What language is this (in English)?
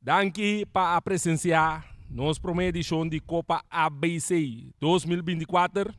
Papiamento